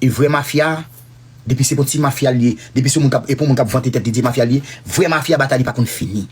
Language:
Haitian Creole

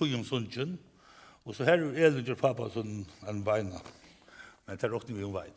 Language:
Faroese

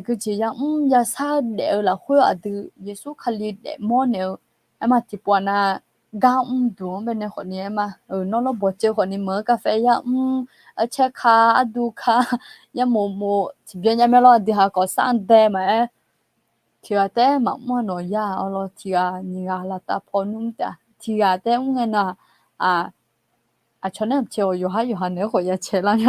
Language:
Akha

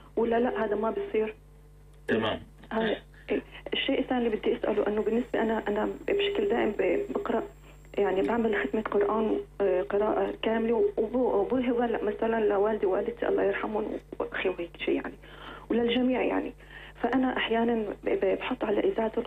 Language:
North Levantine Arabic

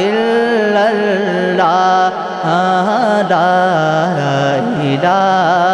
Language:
Urdu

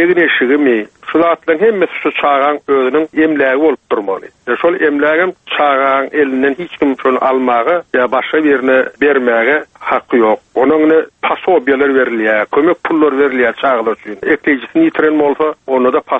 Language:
Turkmen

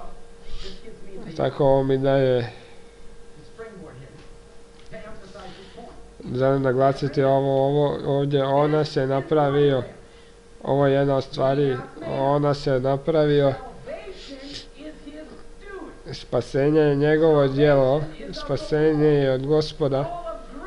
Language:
Croatian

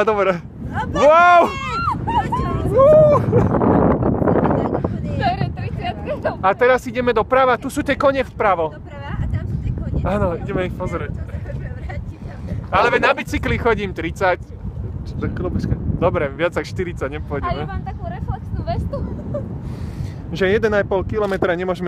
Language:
Slovak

